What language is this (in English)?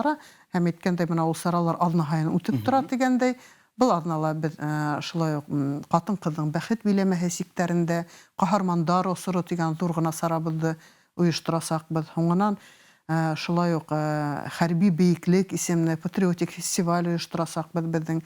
Bashkir